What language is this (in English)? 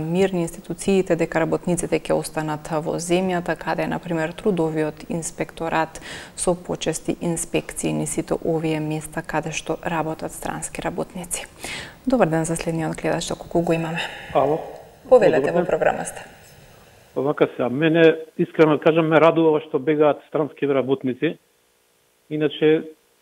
Macedonian